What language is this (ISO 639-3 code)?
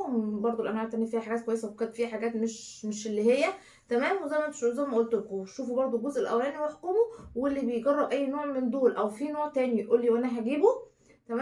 arz